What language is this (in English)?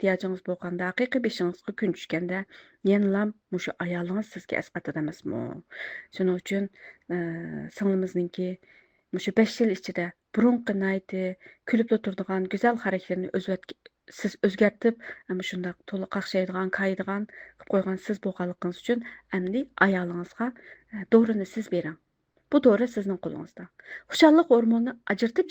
Uyghur